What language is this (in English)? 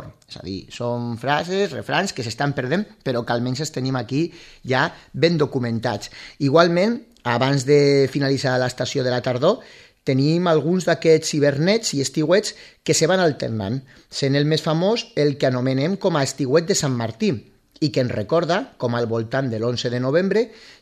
Catalan